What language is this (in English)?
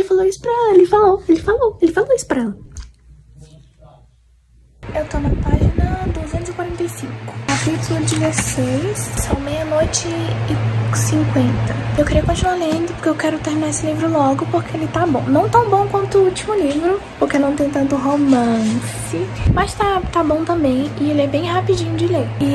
Portuguese